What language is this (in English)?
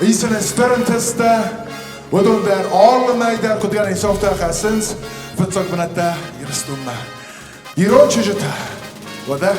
Ossetic